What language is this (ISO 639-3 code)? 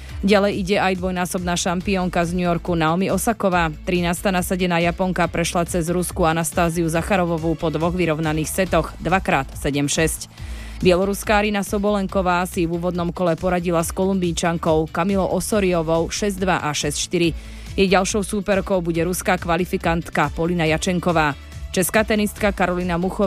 slk